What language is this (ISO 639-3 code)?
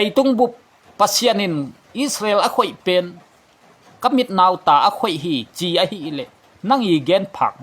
ctd